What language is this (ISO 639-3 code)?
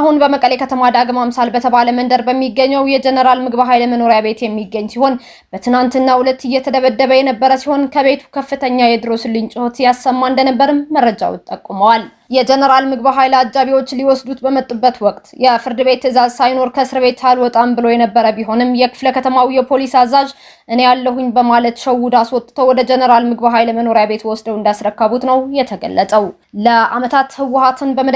amh